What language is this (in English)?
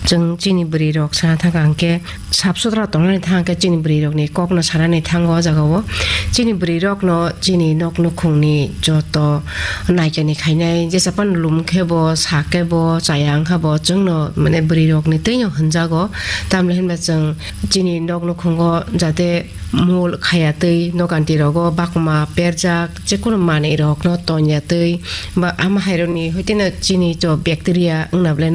Kok Borok